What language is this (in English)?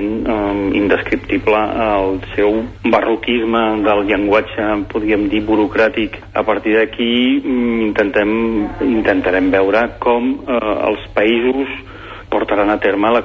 Catalan